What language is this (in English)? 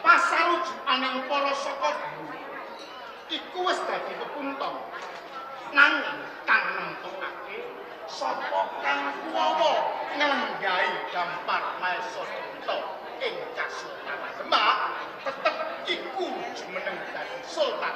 Javanese